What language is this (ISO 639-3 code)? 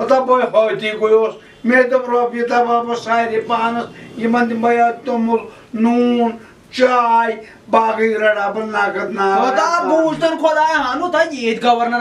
kas